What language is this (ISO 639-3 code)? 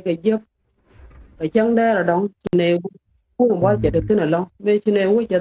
nus